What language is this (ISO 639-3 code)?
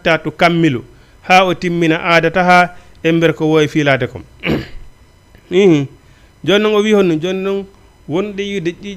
ful